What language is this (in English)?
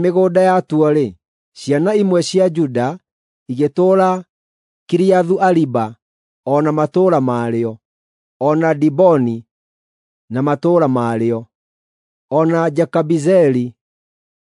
Kikuyu